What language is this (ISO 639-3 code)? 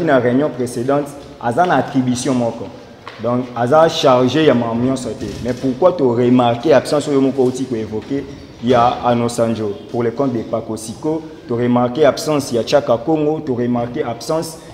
lin